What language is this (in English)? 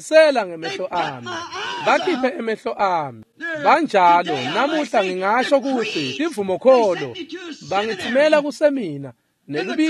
Swati